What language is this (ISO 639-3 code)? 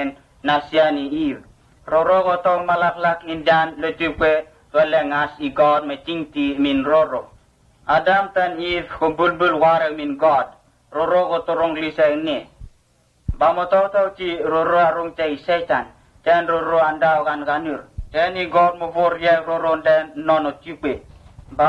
msn